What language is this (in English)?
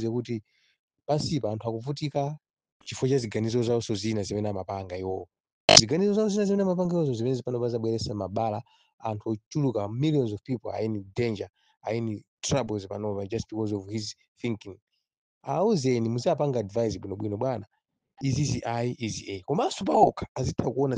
Nyanja